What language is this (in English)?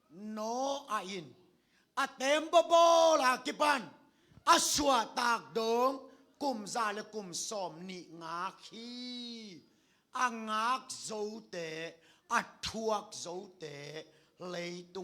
Tedim Chin